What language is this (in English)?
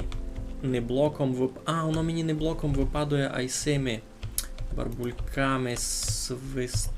Rusyn